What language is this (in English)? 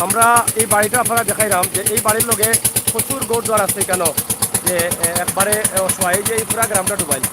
Sylheti